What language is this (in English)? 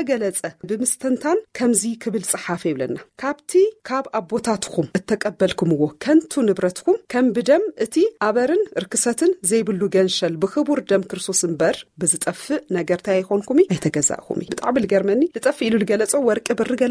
Tigrinya